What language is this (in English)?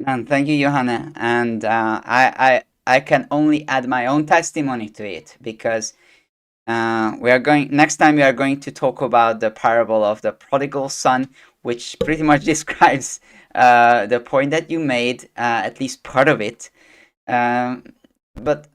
English